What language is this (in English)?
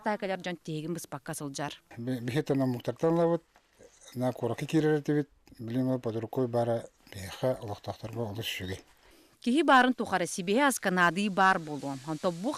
Yakut